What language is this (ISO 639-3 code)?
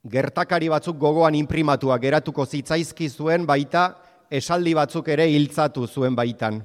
eus